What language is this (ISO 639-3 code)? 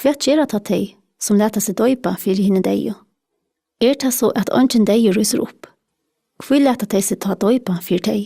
fao